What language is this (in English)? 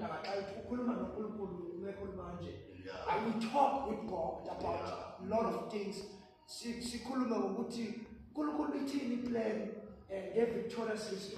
Zulu